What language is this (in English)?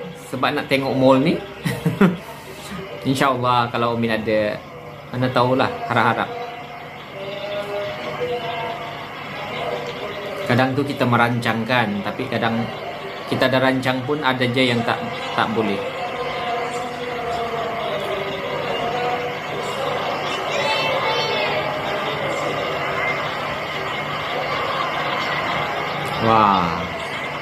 Malay